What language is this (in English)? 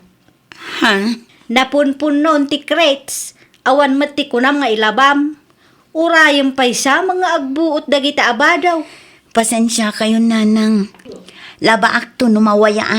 Iloko